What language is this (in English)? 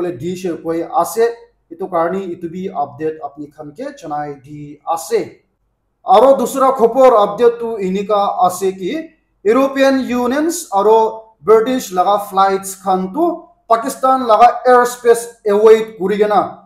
Naga Pidgin